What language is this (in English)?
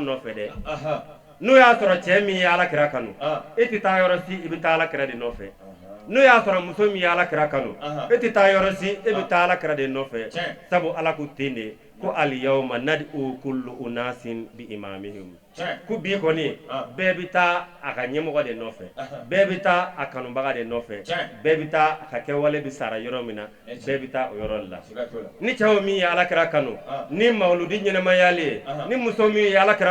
Bambara